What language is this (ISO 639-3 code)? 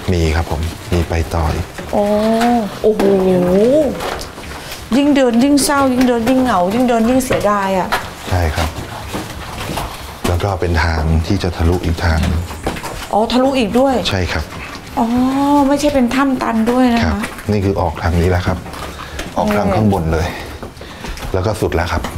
tha